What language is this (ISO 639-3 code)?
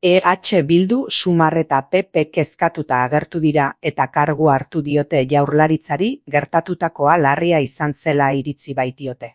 eus